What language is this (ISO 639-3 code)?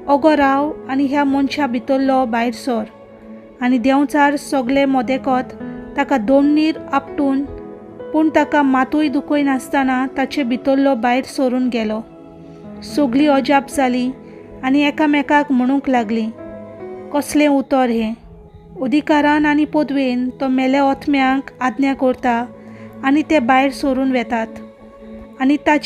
kok